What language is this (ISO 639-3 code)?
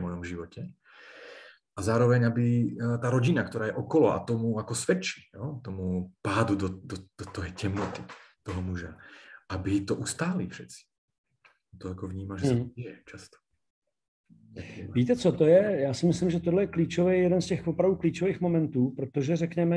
ces